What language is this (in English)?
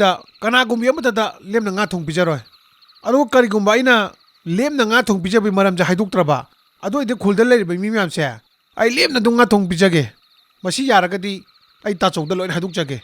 Manipuri